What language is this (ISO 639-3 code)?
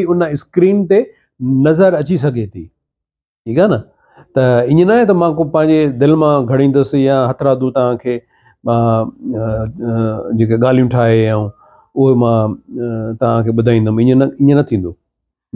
snd